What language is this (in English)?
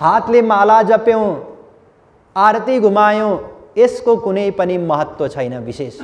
Nepali